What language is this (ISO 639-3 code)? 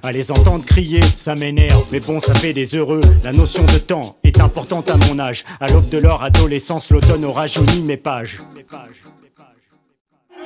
fra